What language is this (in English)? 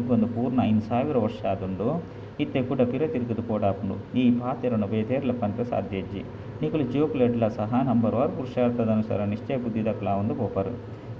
Tulu